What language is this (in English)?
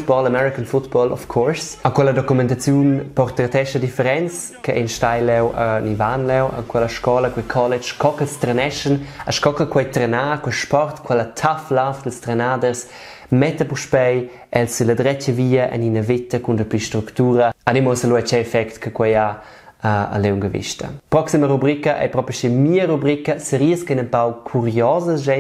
Romansh